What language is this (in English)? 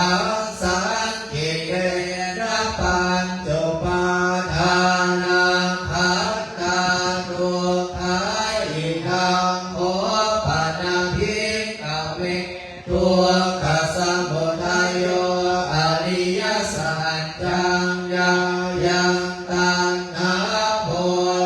Pali